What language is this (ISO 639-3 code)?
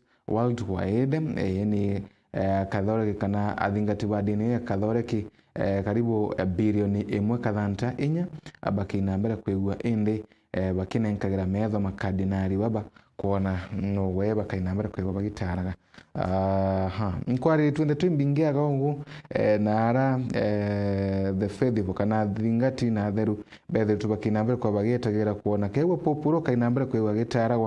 mer